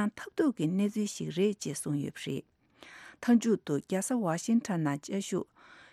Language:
Tibetan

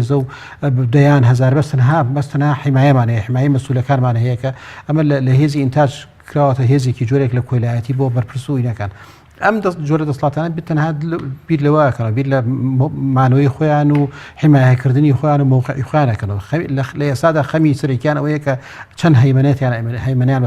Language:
Central Kurdish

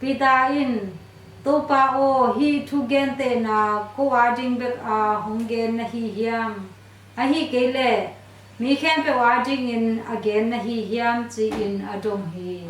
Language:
Tedim Chin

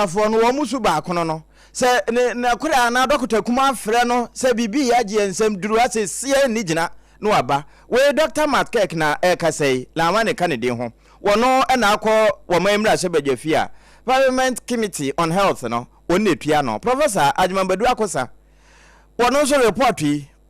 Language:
Akan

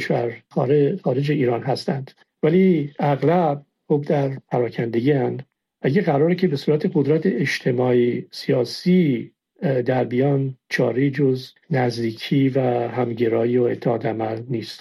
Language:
Persian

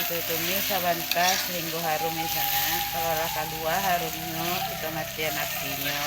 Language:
Minangkabau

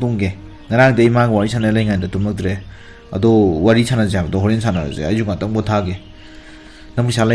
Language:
Manipuri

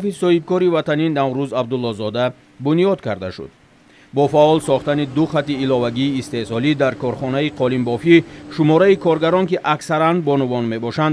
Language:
Tajik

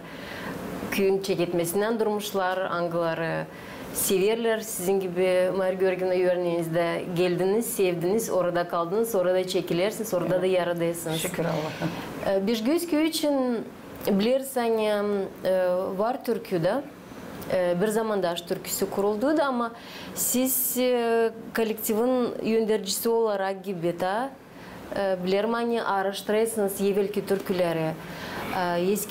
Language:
Gagauz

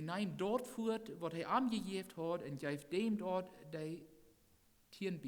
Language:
Plautdietsch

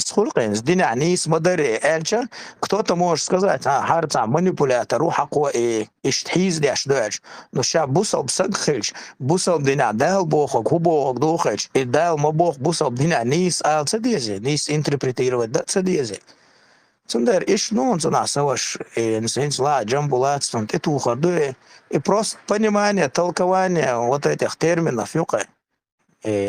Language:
Chechen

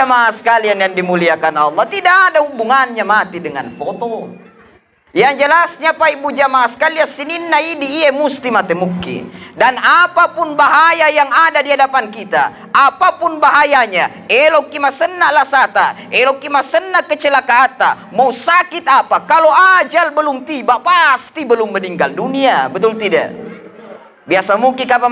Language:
Buginese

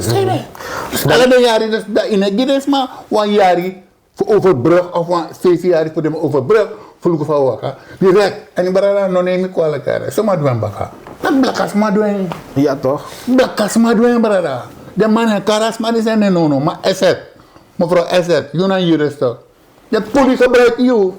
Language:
Sranan Tongo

